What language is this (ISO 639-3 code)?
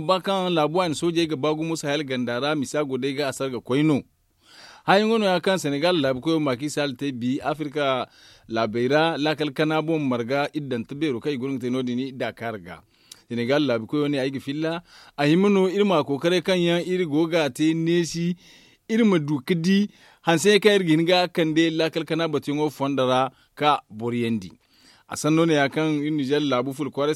dje